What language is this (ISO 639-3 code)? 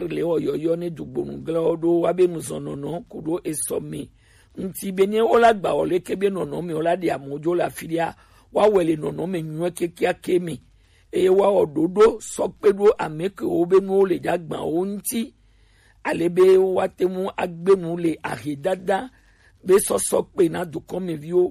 gej